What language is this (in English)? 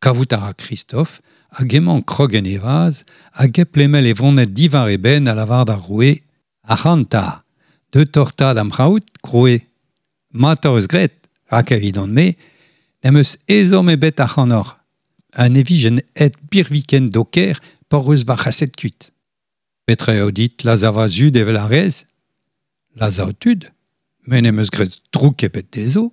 Breton